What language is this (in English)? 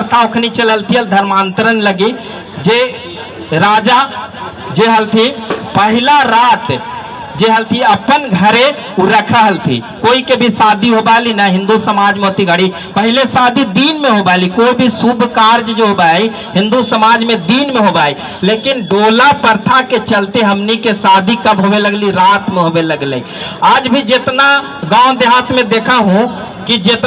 Magahi